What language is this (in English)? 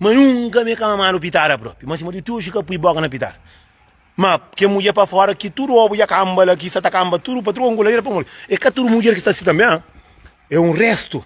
Kabuverdianu